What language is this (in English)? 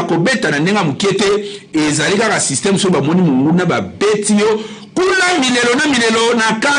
Lingala